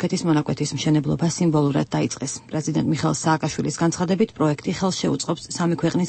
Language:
Georgian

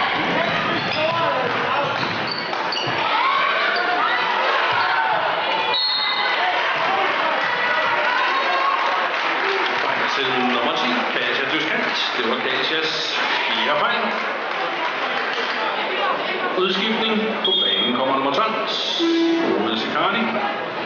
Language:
Danish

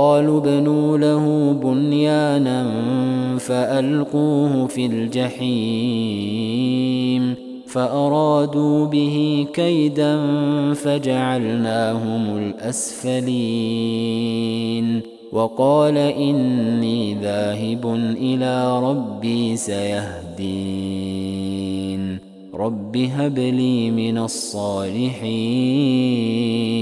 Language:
Arabic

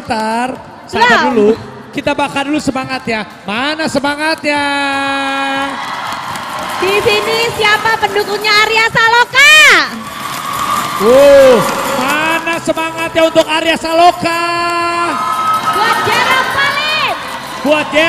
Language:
Indonesian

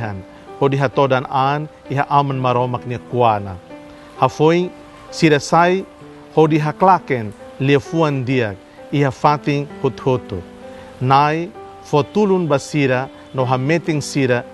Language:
Tetum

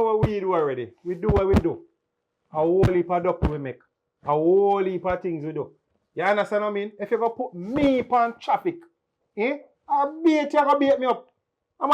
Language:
Jamaican Creole English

